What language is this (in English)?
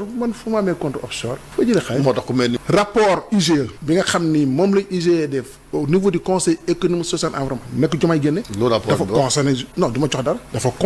Wolof